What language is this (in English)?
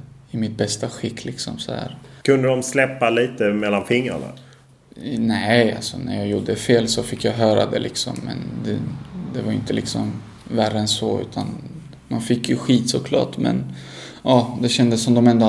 Swedish